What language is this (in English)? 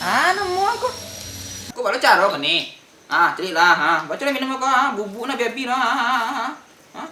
Minangkabau